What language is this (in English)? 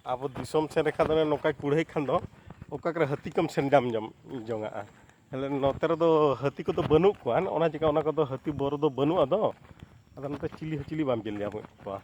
Santali